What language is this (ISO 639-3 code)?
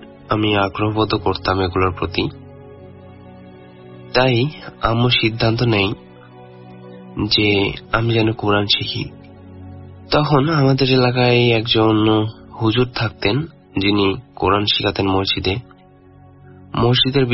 ben